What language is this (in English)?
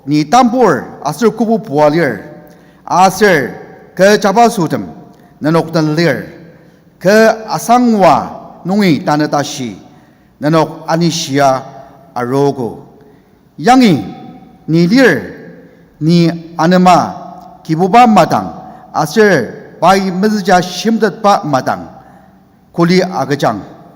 Ao Naga